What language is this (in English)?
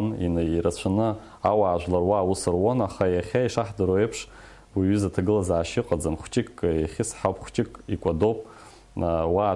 Abkhazian